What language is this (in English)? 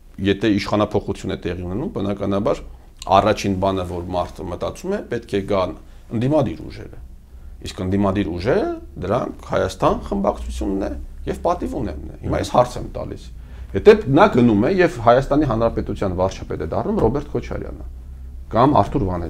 Armenian